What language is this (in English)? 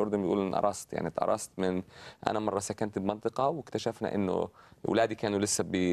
Egyptian Arabic